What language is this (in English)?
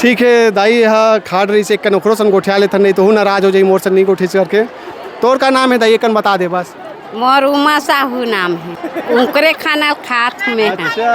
Chhattisgarhi